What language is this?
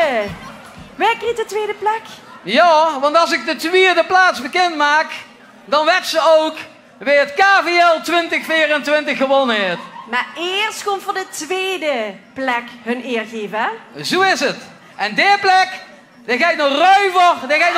Limburgish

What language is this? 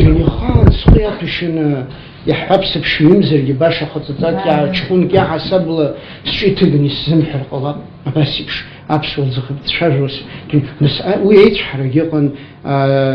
Abkhazian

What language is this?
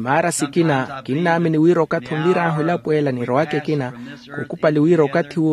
Makhuwa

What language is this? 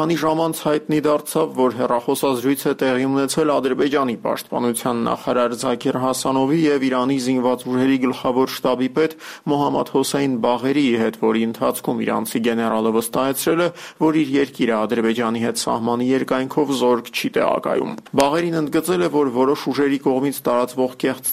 Armenian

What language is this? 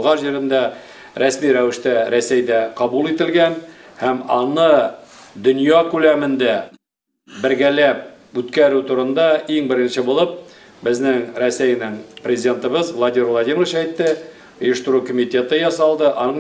Tatar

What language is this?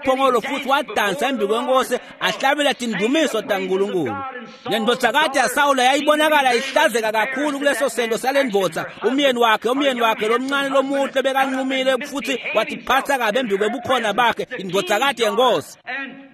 Swati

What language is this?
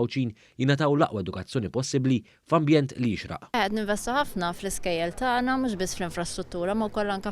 Maltese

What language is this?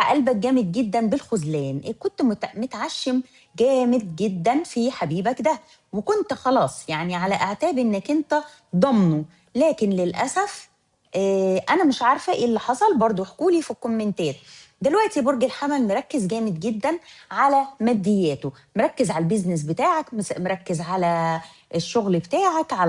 Egyptian Arabic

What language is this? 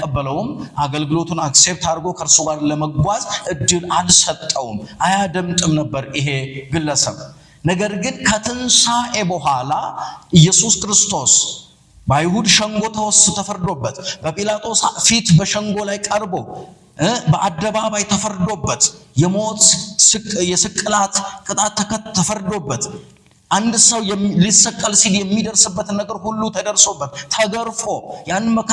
Amharic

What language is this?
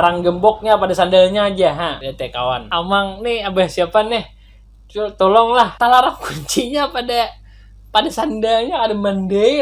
Banjar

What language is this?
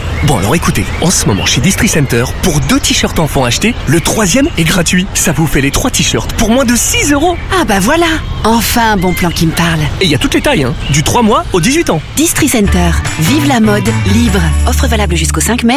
French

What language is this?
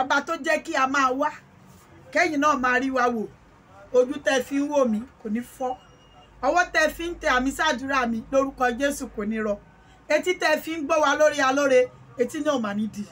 Yoruba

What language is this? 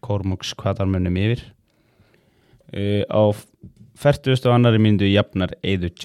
Icelandic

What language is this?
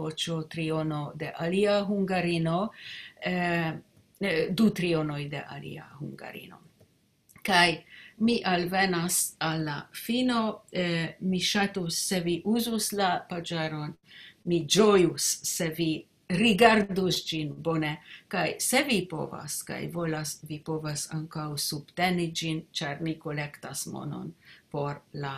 Esperanto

